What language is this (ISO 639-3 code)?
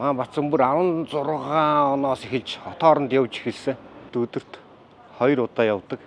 mon